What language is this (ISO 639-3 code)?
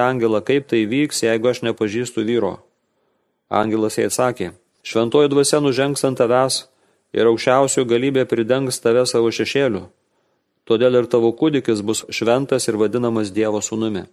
lit